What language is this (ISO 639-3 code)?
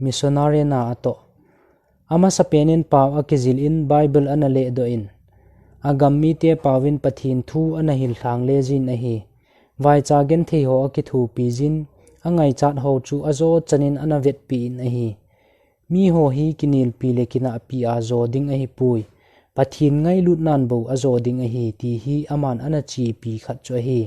tcz